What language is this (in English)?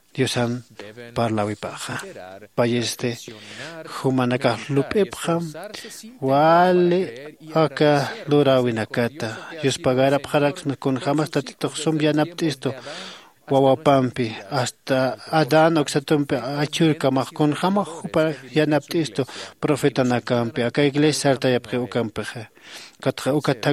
Aymara